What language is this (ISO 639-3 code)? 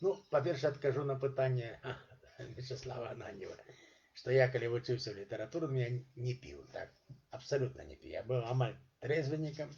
bel